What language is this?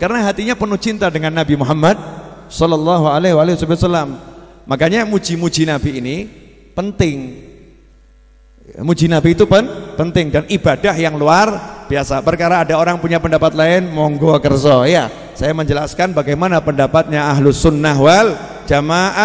Indonesian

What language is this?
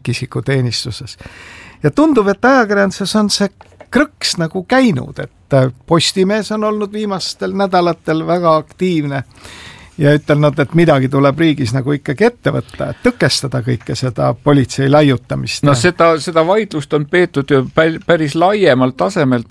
Estonian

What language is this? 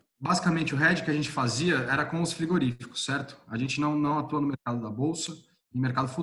Portuguese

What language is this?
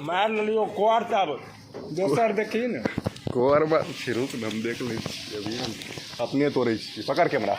Maithili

